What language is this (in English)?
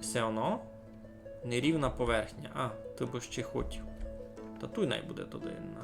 Rusyn